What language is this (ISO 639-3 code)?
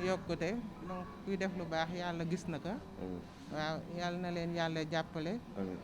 wol